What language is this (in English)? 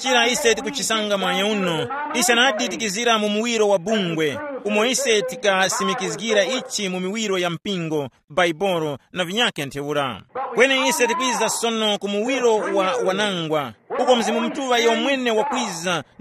Tumbuka